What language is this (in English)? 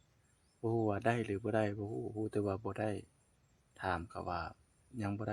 Lao